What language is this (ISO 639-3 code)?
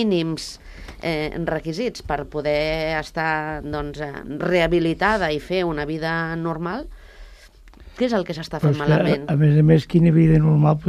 cat